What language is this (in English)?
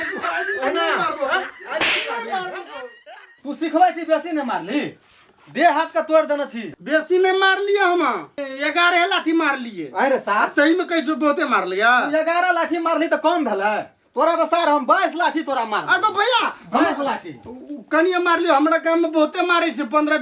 Maithili